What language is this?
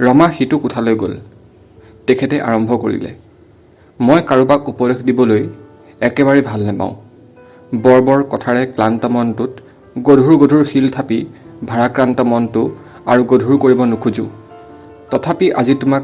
Assamese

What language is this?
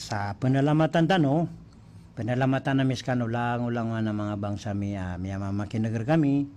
Maranao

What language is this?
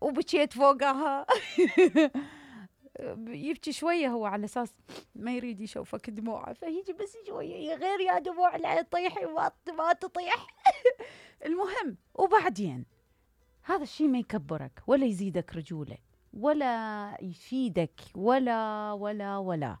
Mesopotamian Arabic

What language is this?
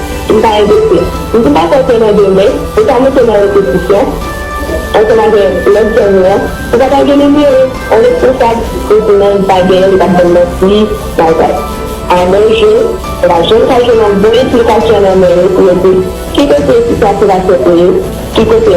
Haitian Creole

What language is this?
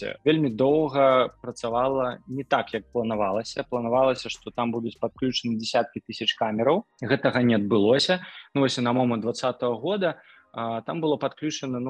Belarusian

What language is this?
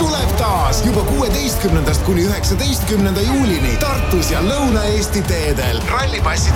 Estonian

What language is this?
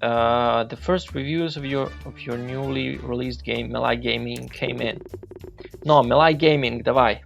Rusyn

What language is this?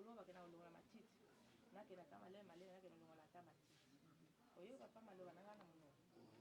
Lingala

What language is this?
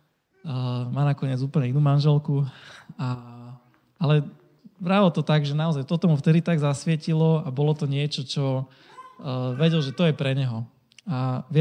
Slovak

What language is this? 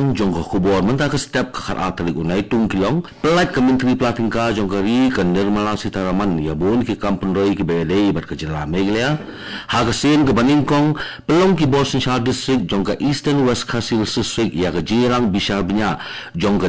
Khasi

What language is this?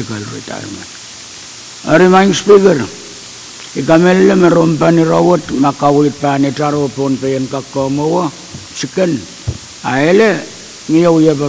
Pohnpeian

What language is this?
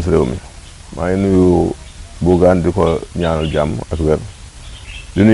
Wolof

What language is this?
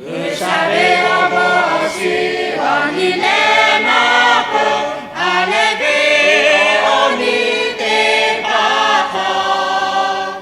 Lahu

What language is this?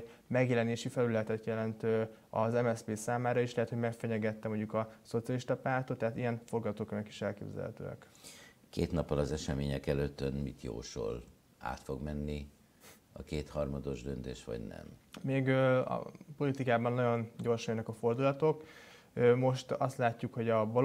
Hungarian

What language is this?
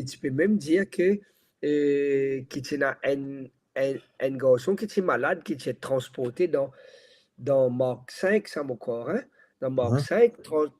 Morisyen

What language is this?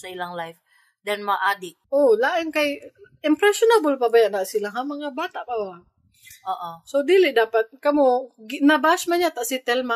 Cebuano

